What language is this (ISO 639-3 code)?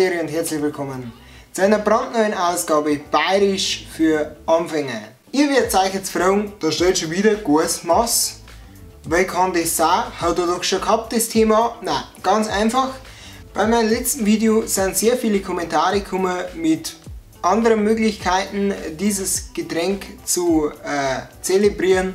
bar